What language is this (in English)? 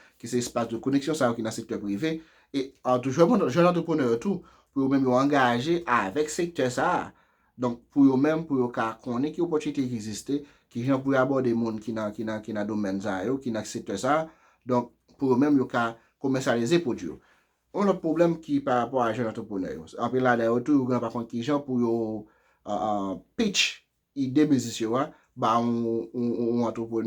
Haitian Creole